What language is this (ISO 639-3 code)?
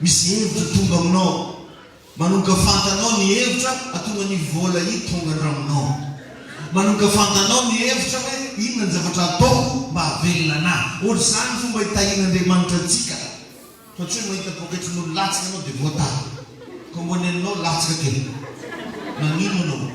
mlg